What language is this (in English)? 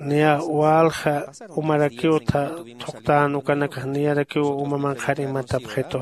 Aymara